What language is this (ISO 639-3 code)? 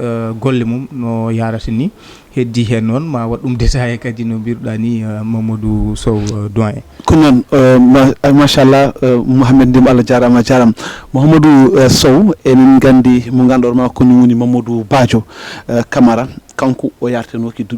ful